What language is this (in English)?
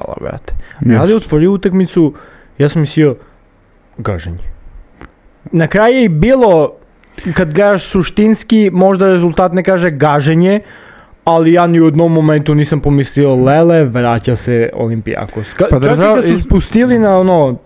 Serbian